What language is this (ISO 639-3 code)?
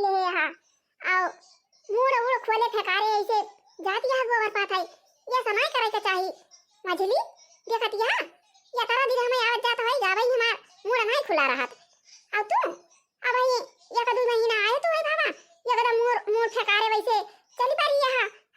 awa